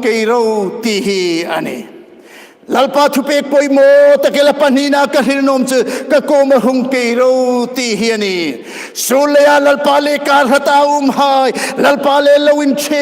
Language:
Hmar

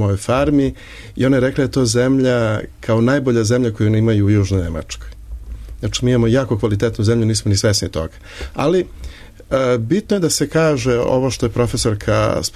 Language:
Serbian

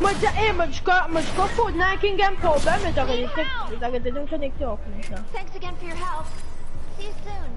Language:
Morisyen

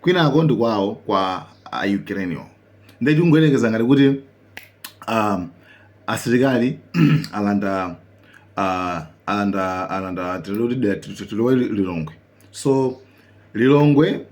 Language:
Nyanja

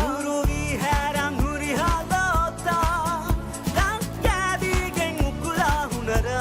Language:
Divehi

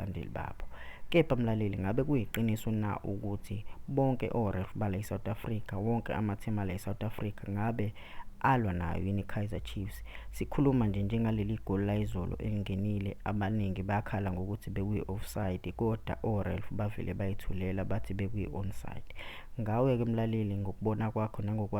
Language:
Zulu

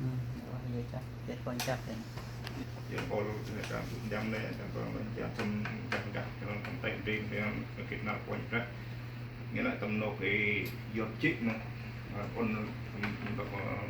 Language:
Central Mnong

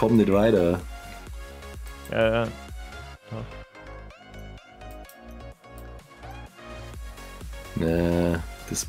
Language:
German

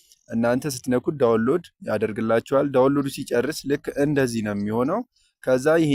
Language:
Amharic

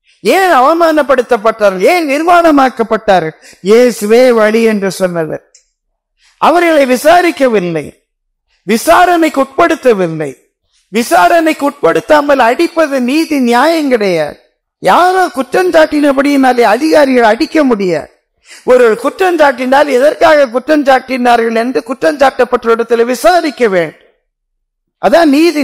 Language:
Tamil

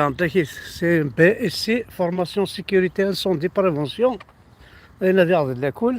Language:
Kabyle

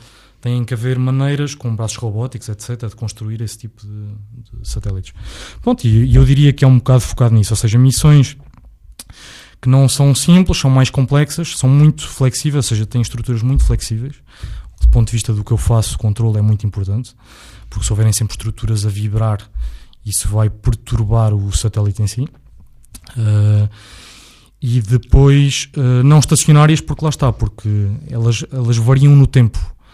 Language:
Portuguese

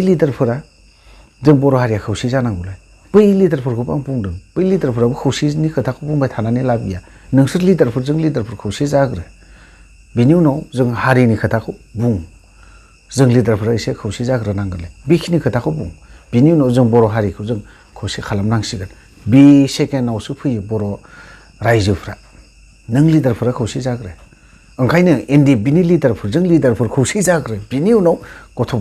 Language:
Bodo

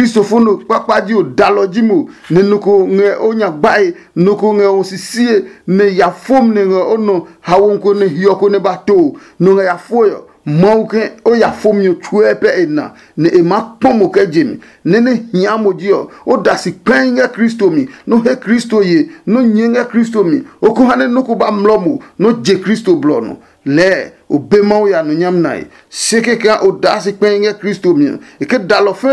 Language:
Adangme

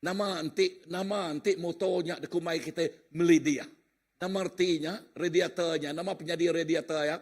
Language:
Iban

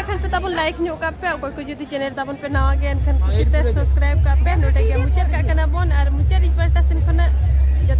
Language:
Santali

